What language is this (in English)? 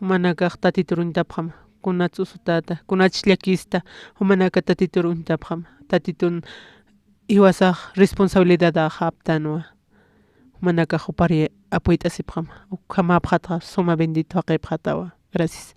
Aymara